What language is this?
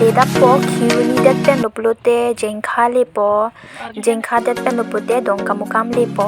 Karbi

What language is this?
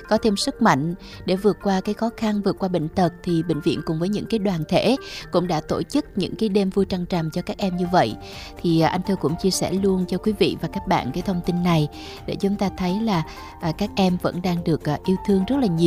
Vietnamese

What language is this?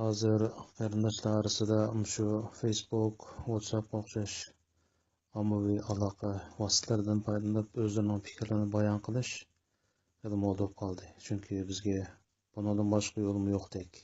Uyghur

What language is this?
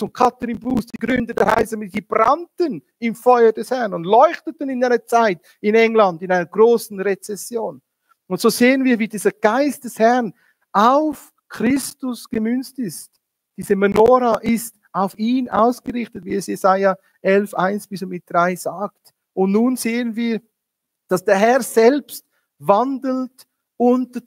Swiss German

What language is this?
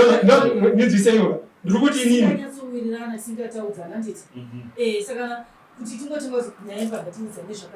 Shona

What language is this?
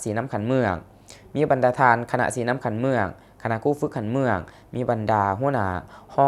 Lao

